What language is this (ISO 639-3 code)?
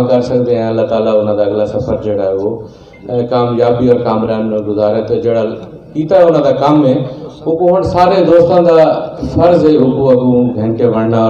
skr